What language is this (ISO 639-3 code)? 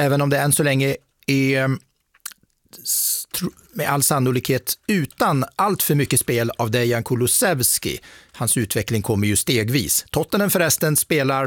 swe